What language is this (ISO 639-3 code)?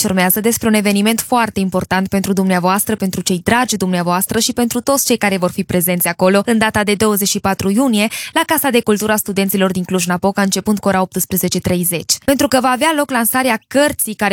ron